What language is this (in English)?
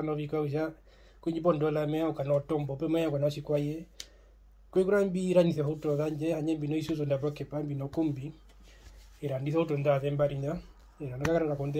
Herero